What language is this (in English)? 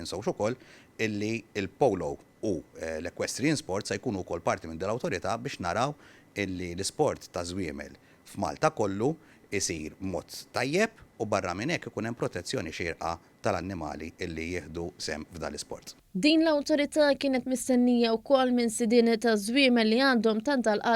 Maltese